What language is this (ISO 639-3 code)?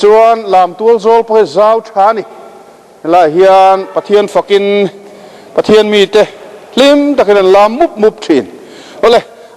lus